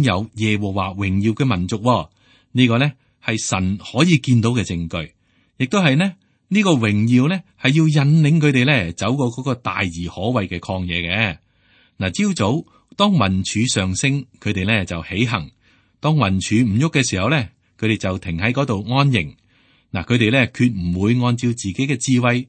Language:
Cantonese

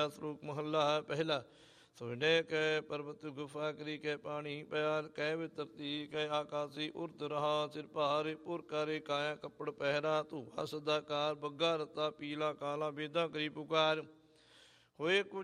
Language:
Punjabi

